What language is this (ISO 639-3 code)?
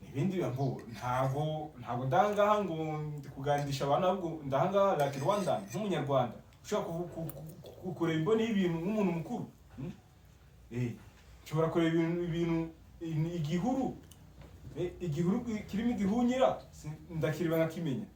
kin